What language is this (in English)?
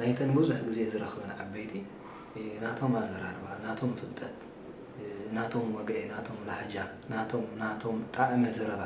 Tigrinya